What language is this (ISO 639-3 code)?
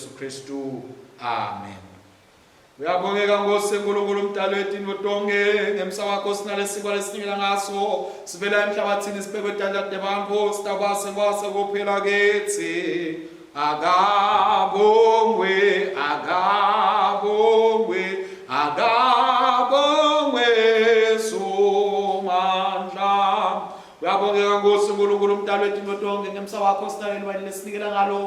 ssw